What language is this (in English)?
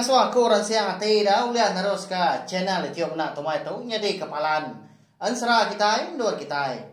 Iban